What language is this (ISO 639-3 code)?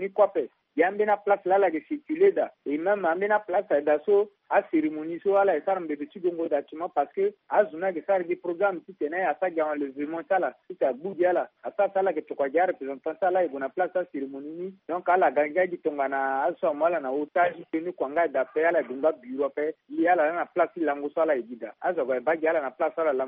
sag